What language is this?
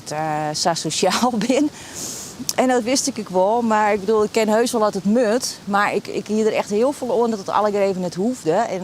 Western Frisian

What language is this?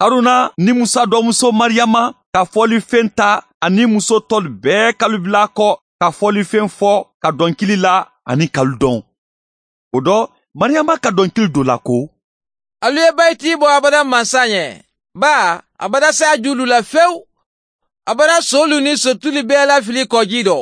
Mandingo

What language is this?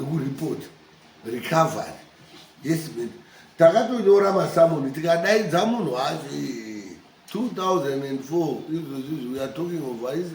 Shona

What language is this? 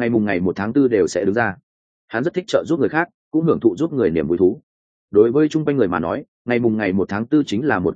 Vietnamese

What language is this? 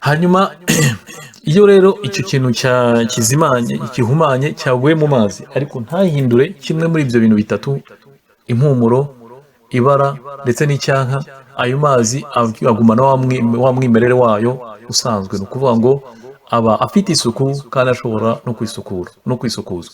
Kinyarwanda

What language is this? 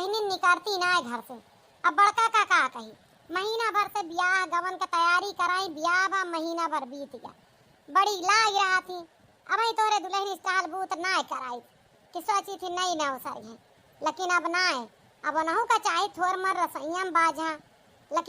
Awadhi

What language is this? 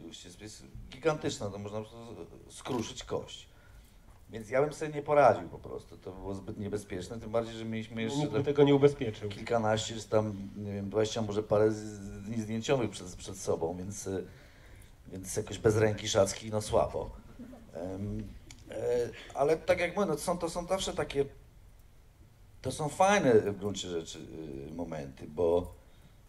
Polish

